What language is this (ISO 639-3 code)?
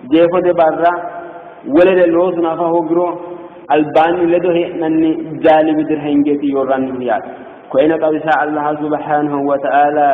sid